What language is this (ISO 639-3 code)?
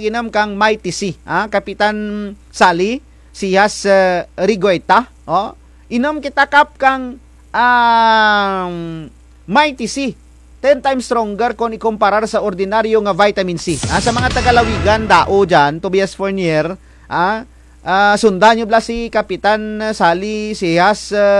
krj